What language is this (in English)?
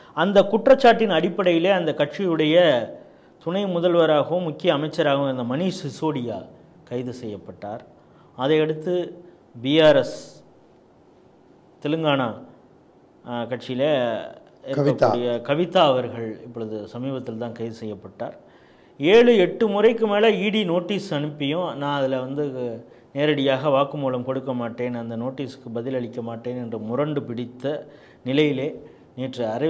Tamil